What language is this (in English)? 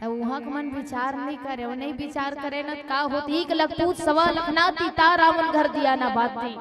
Chhattisgarhi